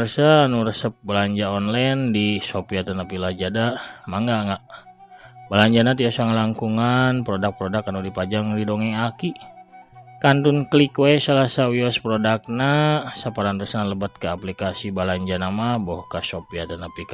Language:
Sundanese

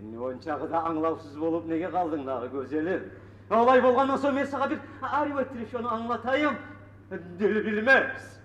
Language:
Kumyk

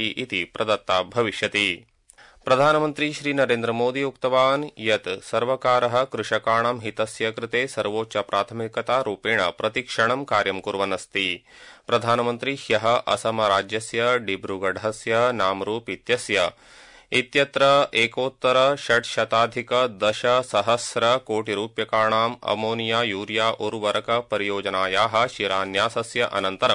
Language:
Sanskrit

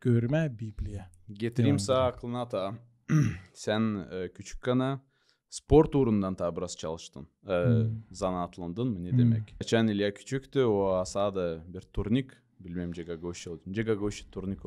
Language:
Gagauz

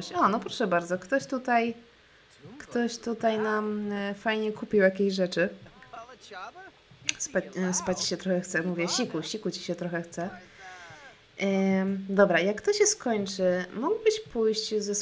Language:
Polish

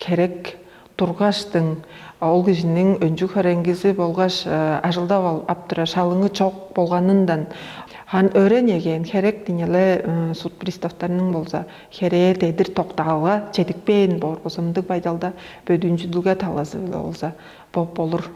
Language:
Tuvinian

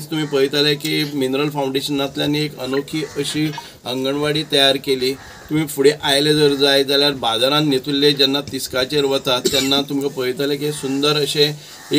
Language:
Konkani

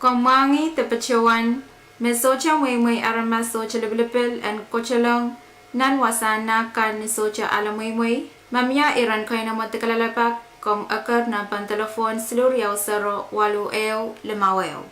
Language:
Pohnpeian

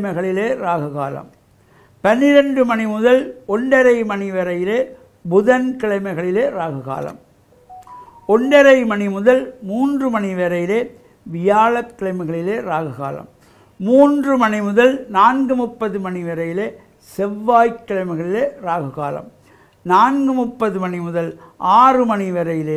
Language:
Tamil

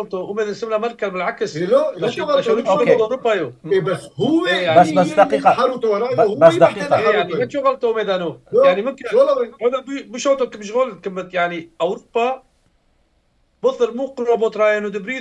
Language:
Turoyo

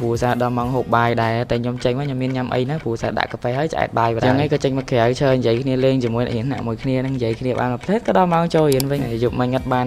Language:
Khmer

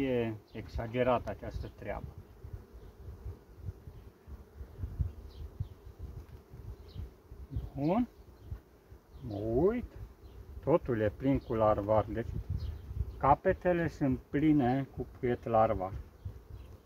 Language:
Romanian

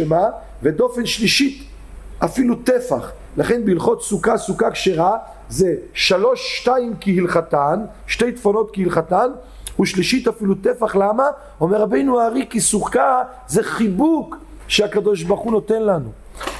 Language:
Hebrew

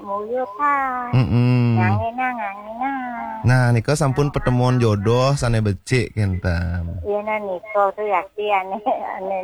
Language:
Balinese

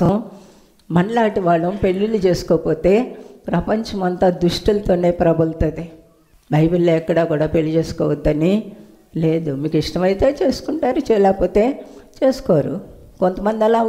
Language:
Telugu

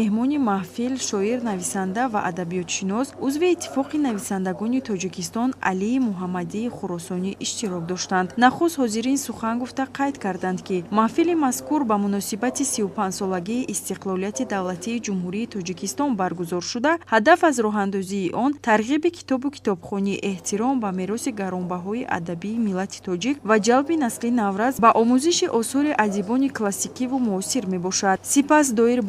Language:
Tajik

